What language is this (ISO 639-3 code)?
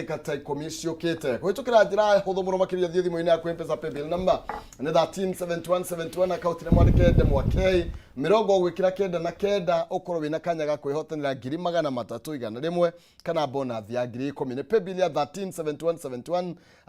kik